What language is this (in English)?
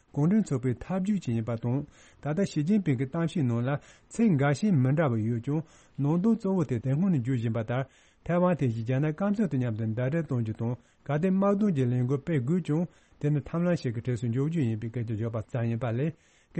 Tibetan